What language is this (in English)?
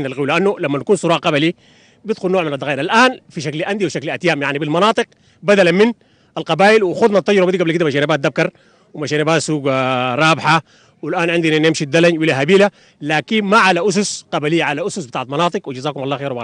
Sudanese Arabic